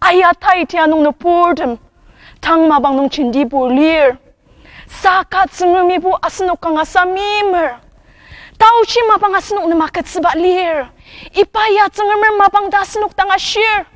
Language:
Ao Naga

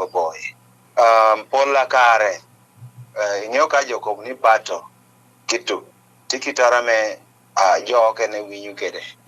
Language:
Acoli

